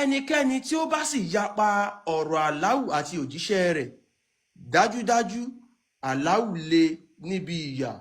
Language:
Yoruba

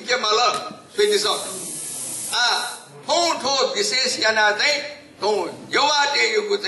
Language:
Newari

